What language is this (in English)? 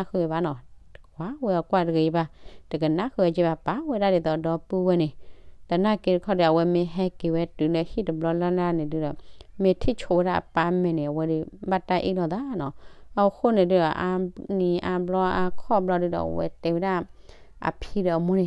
S'gaw Karen